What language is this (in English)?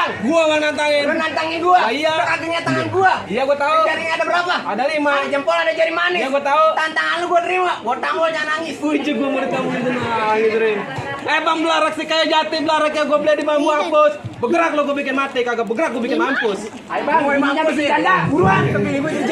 Betawi